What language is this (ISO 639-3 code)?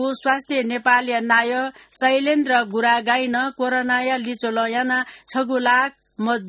new